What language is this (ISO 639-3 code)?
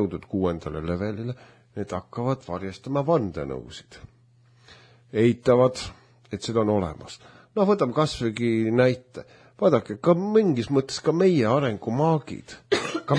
est